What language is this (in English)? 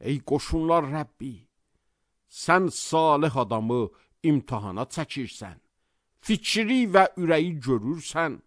Azerbaijani